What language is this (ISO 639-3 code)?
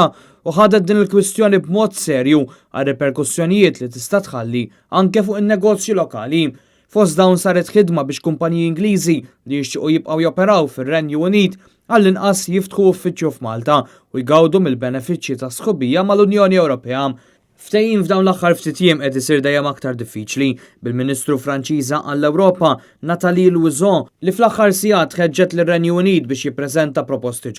mlt